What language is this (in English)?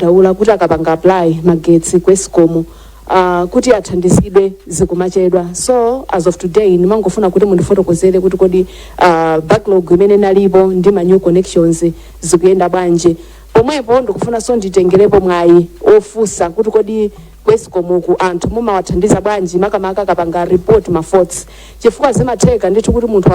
Nyanja